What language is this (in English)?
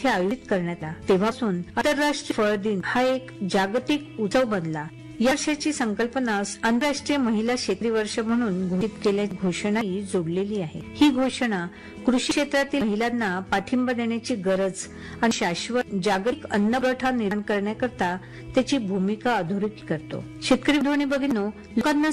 Marathi